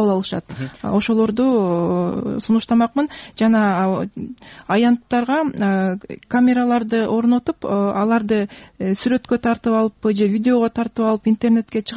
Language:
Kyrgyz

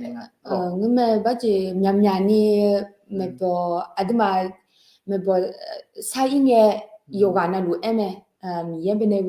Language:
Akha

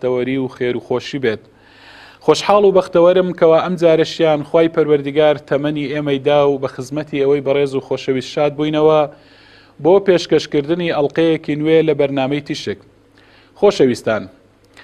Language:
Central Kurdish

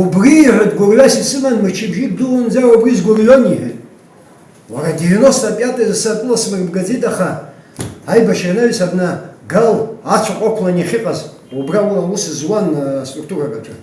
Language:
Abkhazian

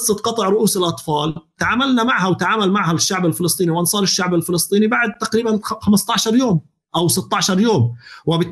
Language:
North Levantine Arabic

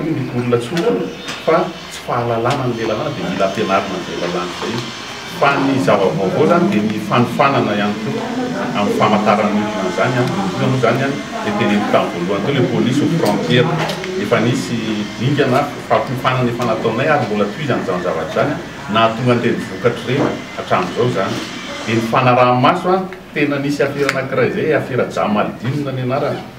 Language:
Malagasy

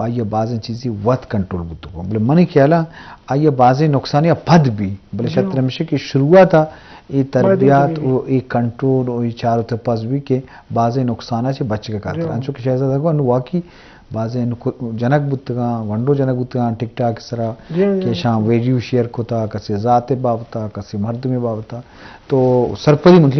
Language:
Eastern Balochi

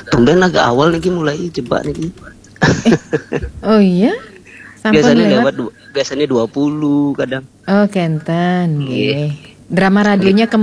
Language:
Balinese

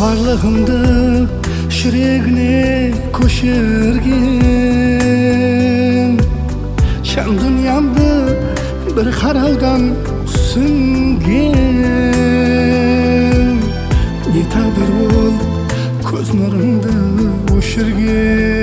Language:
Kara-Kalpak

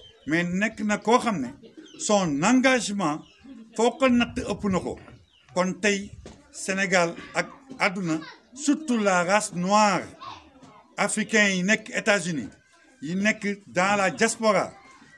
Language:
Wolof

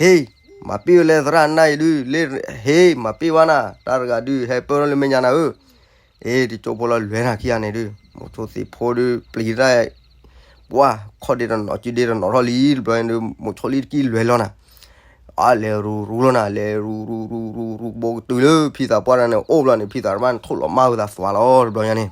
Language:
S'gaw Karen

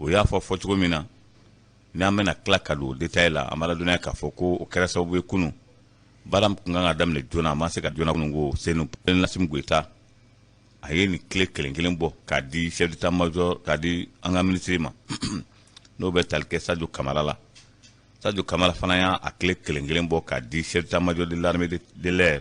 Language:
Bambara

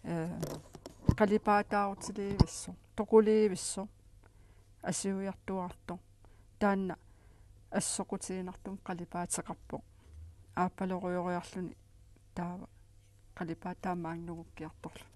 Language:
Kalaallisut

